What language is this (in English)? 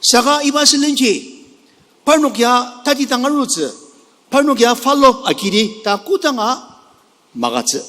Ao Naga